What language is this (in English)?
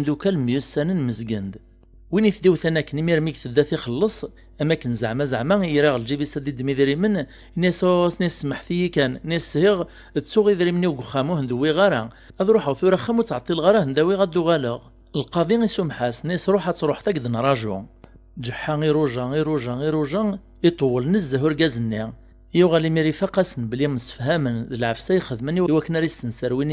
Kabyle